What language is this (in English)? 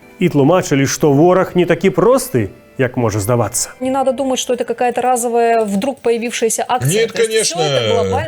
Belarusian